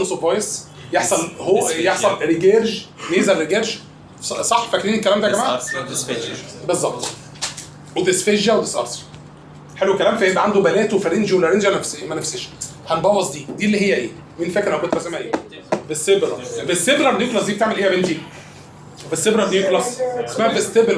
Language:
Egyptian Arabic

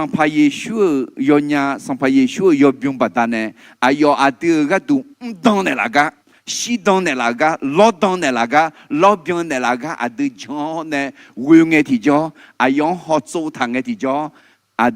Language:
Akha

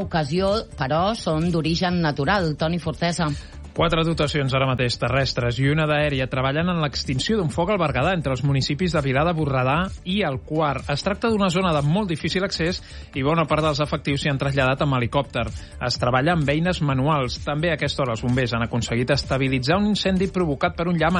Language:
Catalan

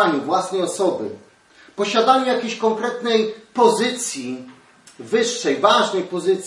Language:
Polish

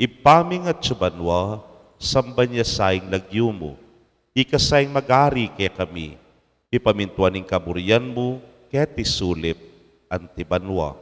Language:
Pampanga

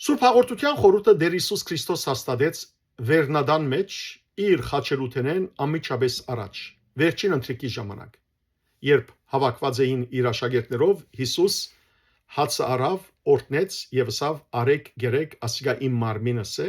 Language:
Western Armenian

